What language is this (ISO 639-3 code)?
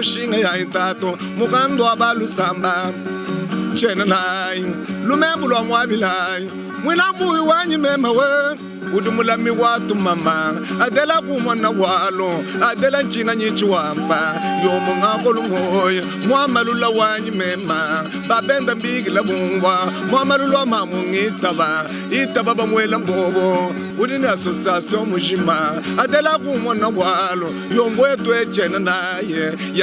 lua